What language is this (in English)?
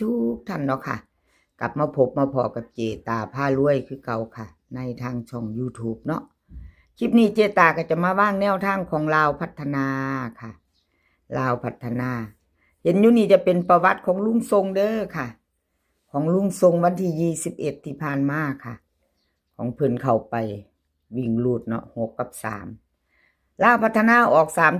Northeastern Thai